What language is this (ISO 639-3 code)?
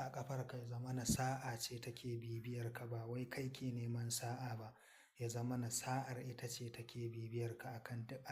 hau